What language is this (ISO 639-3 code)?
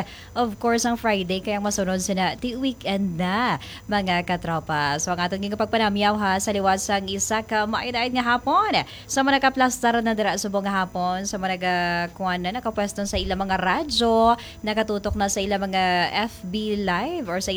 hil